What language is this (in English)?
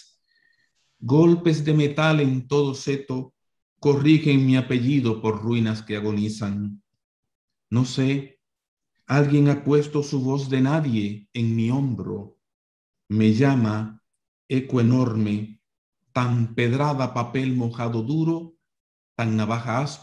Spanish